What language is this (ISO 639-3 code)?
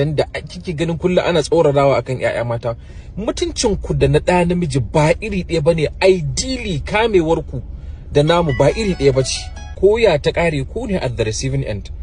hau